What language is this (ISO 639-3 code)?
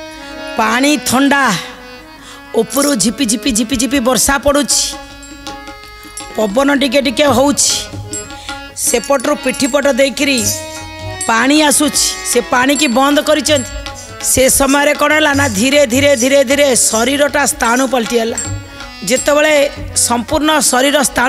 ori